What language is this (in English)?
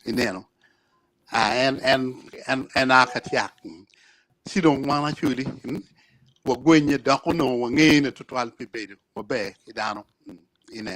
Acoli